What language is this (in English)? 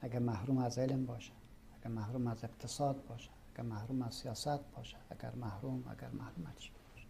Persian